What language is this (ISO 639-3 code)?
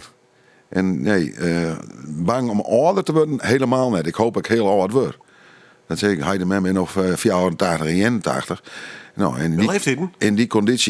fry